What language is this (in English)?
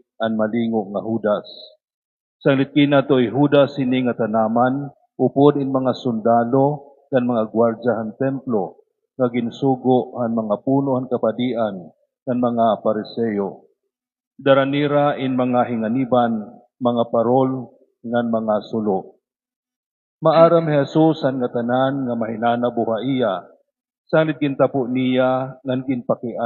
Waray